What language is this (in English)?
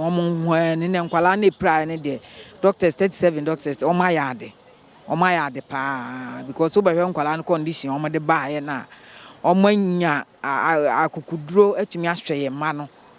Akan